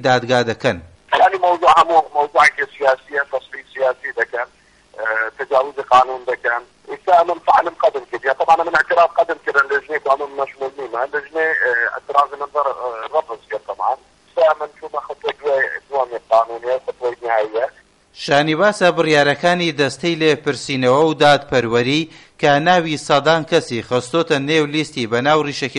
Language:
Central Kurdish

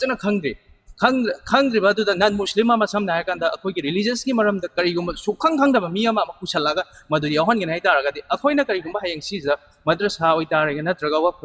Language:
Manipuri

